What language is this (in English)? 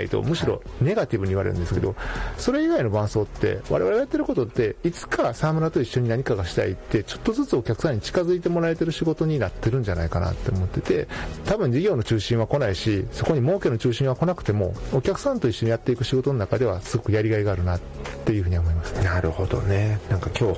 Japanese